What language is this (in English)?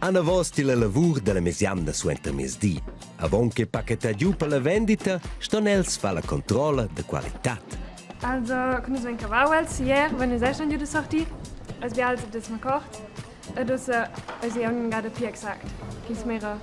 Romansh